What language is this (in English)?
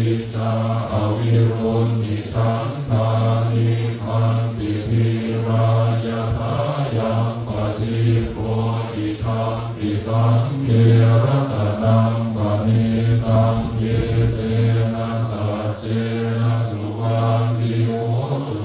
Pali